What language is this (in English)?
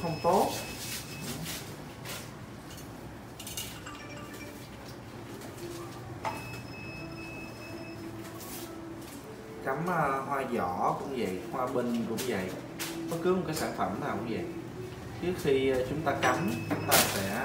Vietnamese